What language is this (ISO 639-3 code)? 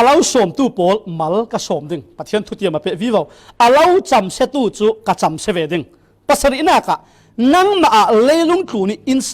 cfm